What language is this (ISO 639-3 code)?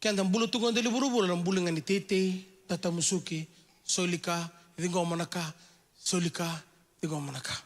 fij